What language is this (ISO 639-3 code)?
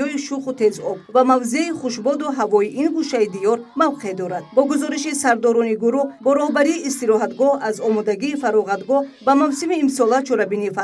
tgk